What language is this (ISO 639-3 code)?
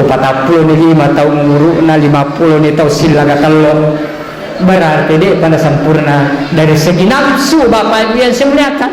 bug